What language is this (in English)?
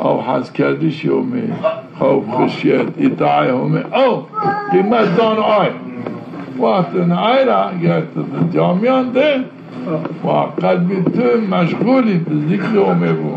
Zaza